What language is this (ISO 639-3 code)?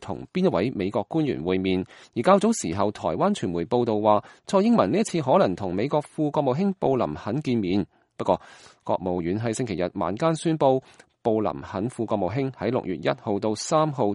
yue